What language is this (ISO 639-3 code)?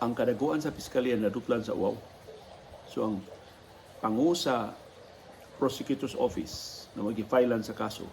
ceb